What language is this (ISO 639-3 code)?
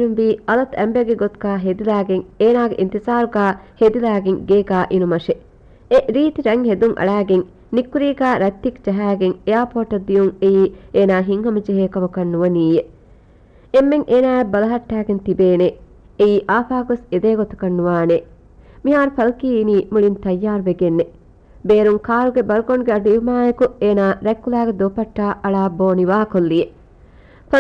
div